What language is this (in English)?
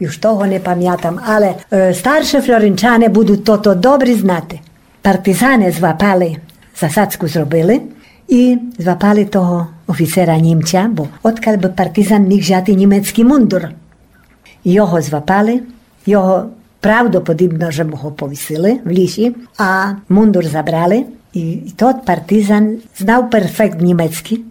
Rusyn